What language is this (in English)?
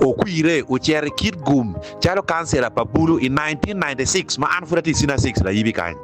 Acoli